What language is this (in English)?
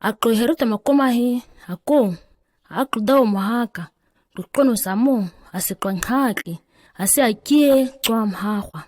ǁGana